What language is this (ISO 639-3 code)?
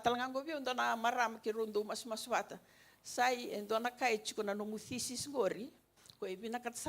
fij